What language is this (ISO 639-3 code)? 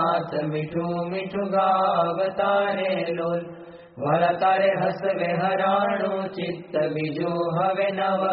guj